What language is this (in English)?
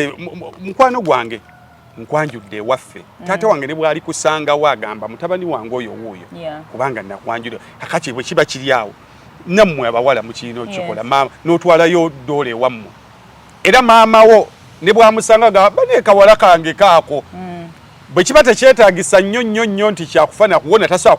Ganda